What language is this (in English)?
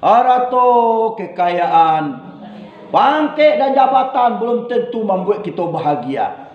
Minangkabau